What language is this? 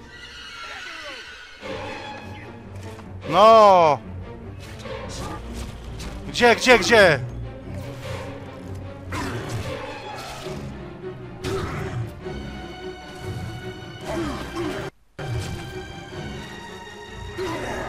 Polish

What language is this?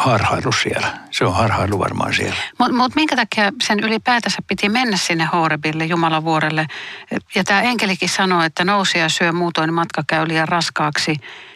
Finnish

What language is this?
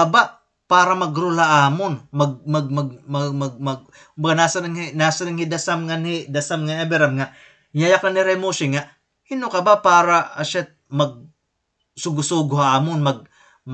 Waray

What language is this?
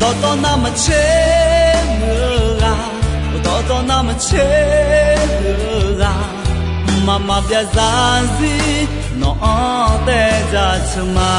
Akha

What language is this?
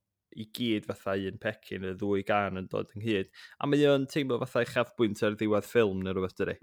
Welsh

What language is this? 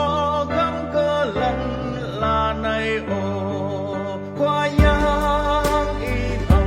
Central Mnong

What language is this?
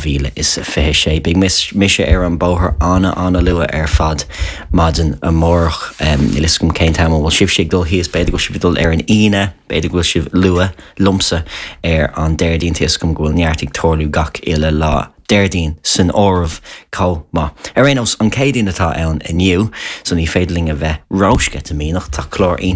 Irish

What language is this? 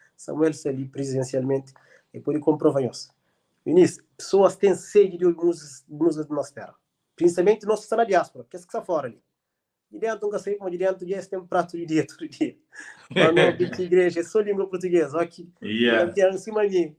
Kabuverdianu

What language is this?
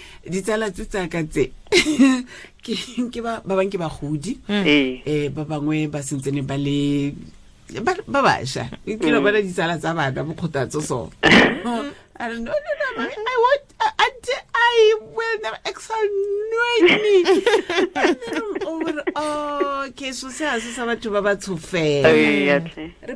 Tswana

